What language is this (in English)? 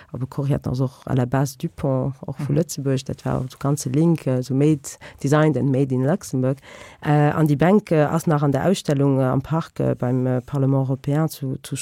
Luxembourgish